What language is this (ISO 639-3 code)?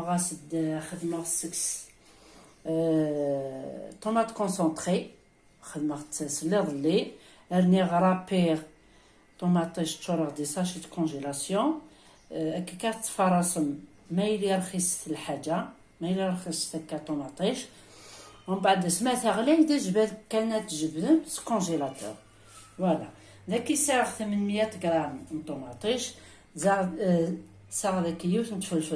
kab